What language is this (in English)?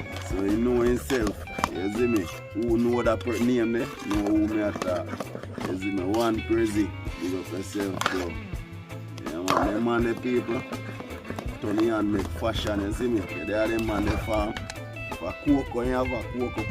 Jamaican Creole English